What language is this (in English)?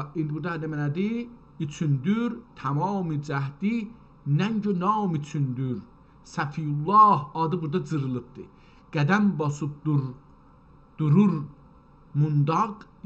South Azerbaijani